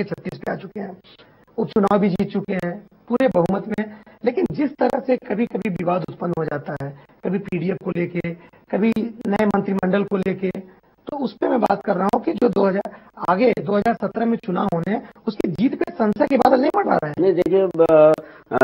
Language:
Hindi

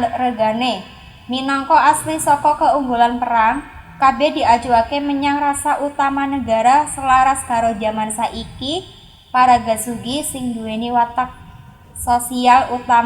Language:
Javanese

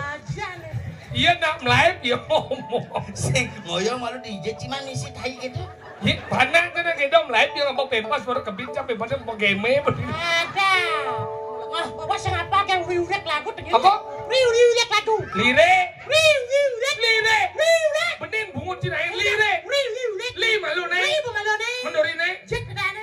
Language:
Balinese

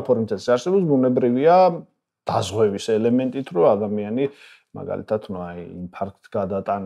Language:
Georgian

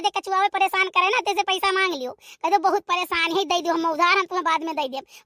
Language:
Awadhi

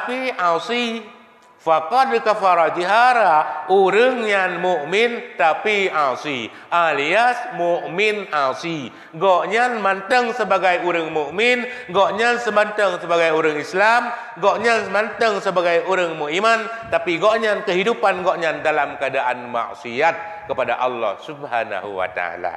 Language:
Achinese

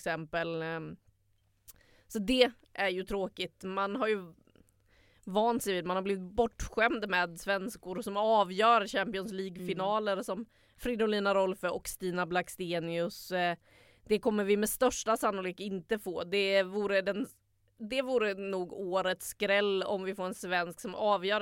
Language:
Swedish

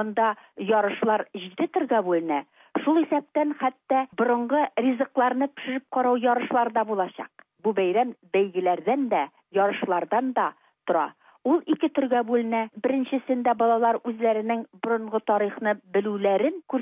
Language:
Tatar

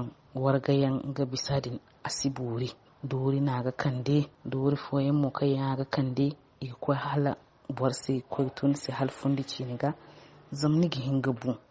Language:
Zarma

